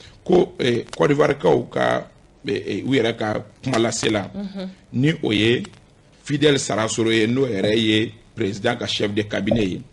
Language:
Bambara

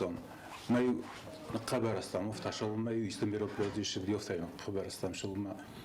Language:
Ossetic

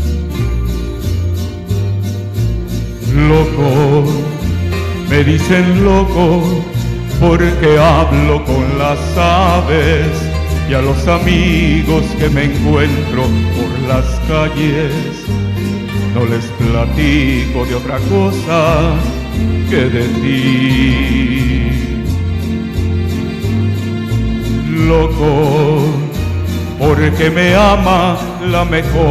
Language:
Spanish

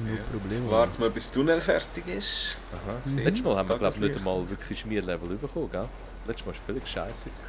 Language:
Swiss German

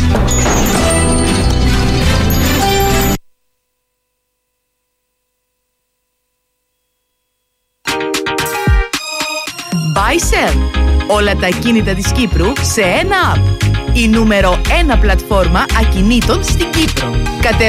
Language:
Greek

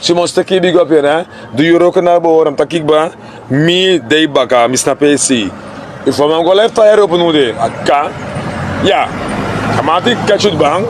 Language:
Sranan Tongo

